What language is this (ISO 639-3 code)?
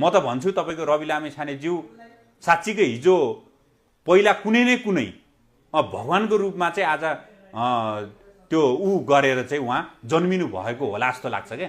nep